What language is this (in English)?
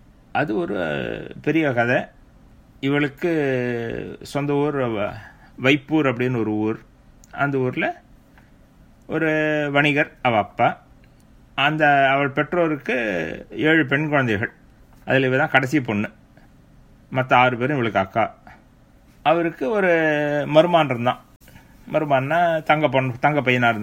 Tamil